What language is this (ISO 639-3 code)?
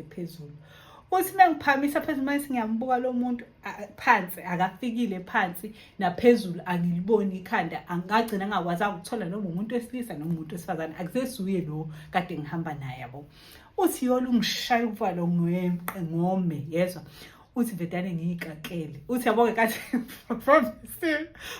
zul